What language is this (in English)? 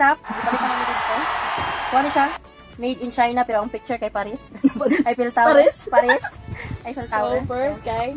Cebuano